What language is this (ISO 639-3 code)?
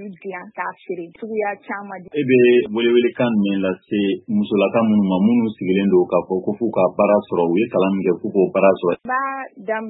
bam